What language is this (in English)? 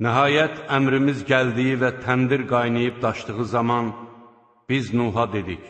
Azerbaijani